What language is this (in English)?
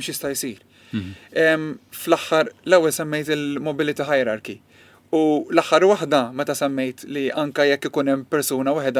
Maltese